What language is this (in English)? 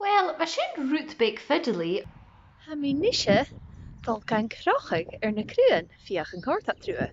Scottish Gaelic